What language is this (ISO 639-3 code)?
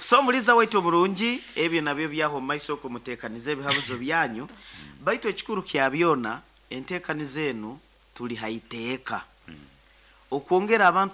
nyo